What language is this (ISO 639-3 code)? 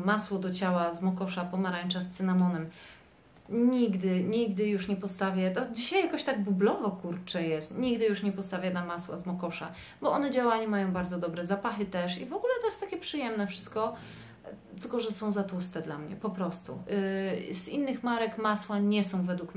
pol